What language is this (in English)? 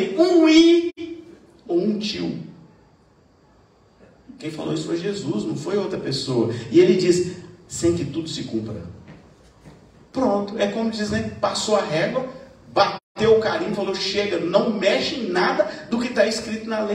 Portuguese